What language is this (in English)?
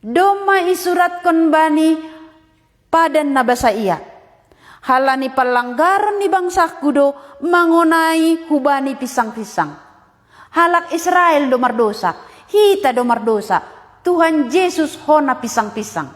Batak Simalungun